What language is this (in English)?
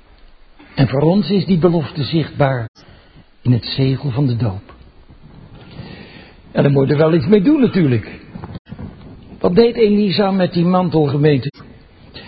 Dutch